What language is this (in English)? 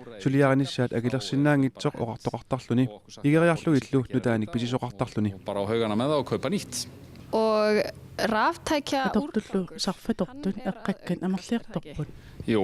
Kalaallisut